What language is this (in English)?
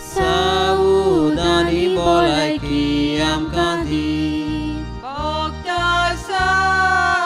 Konkani